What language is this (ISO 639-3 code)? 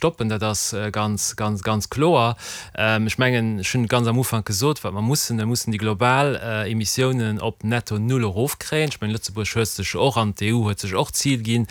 ltz